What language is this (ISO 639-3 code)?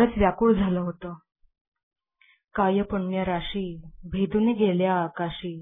mar